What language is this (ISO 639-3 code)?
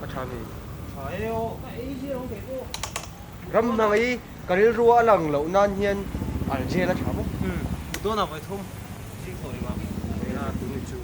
lus